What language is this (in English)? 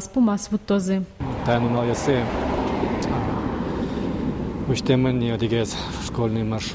Udmurt